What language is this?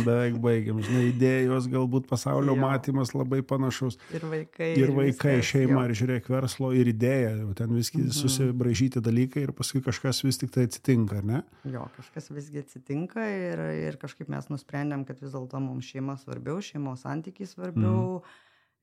Lithuanian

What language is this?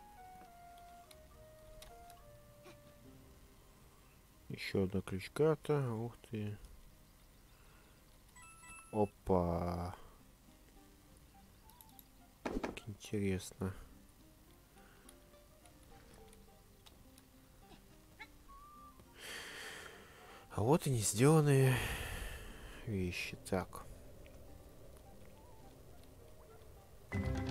Russian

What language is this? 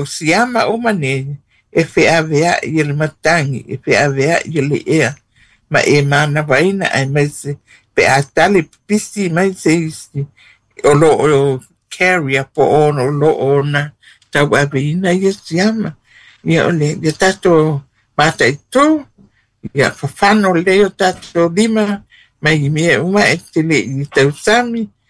Samoan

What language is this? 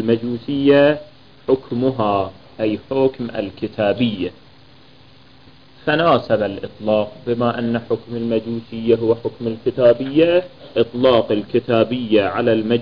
Arabic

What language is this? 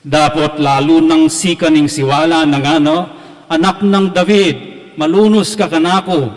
Pampanga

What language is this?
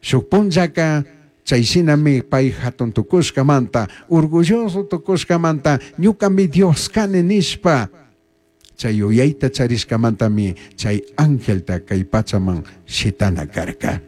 Chimborazo Highland Quichua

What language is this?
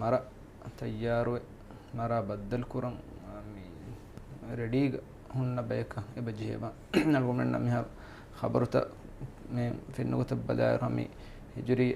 Divehi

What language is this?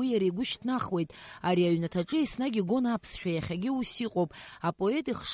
Abkhazian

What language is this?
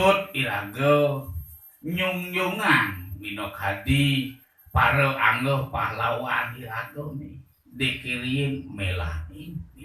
Balinese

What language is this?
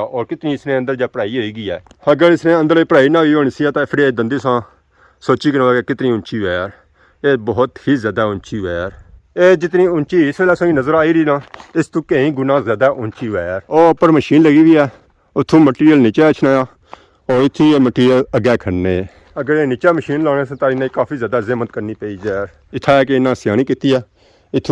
Pahari-Potwari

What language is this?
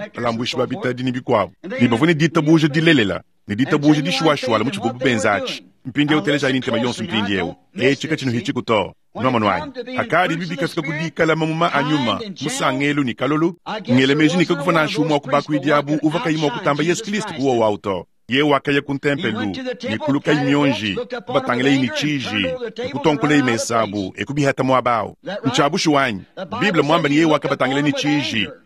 Luba-Lulua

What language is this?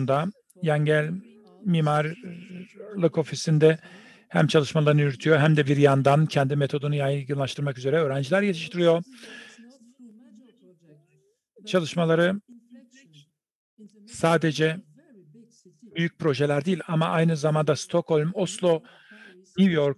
Turkish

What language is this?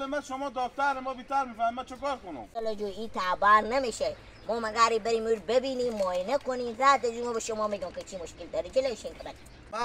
Hazaragi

